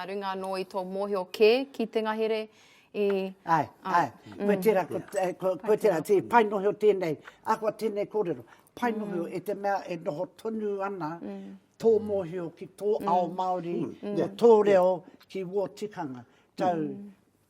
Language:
Māori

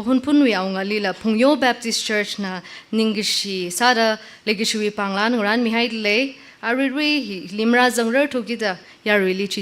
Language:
Tangkhul Naga (India)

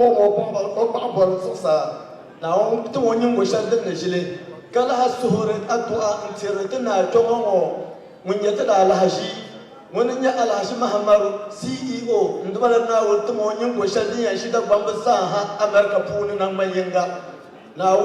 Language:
Dagbani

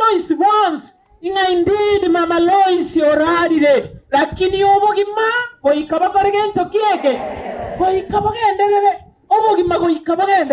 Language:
Gusii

